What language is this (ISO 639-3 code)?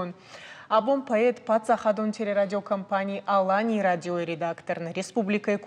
oss